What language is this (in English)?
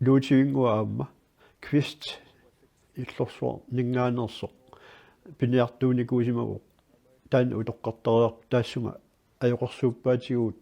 Kalaallisut